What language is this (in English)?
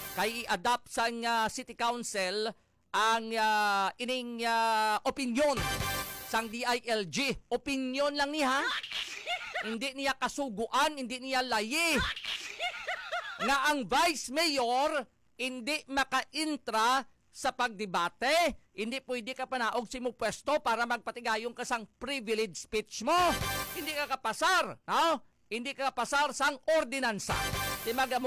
Hiligaynon